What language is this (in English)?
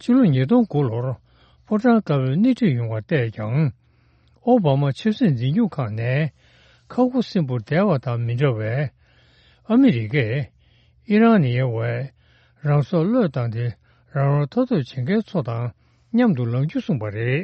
Tibetan